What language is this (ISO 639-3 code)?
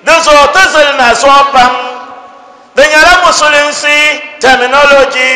dag